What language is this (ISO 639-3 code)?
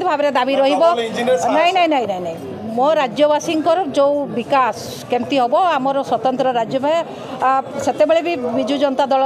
ori